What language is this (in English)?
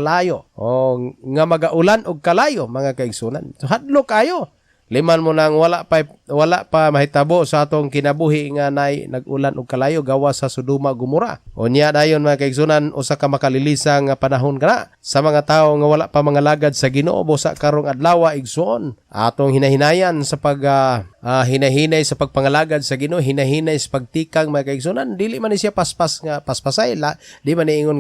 Cebuano